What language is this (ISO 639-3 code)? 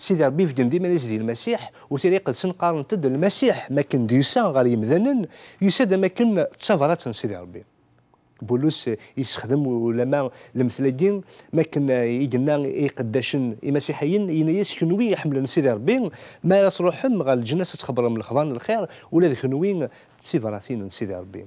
kab